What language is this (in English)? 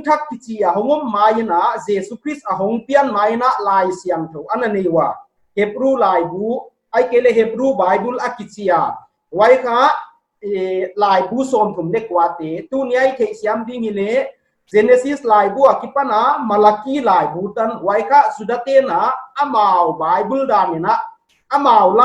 Paite Chin